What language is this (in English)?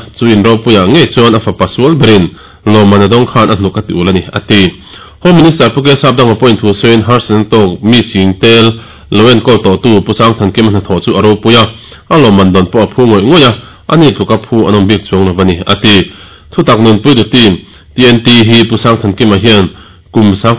Mizo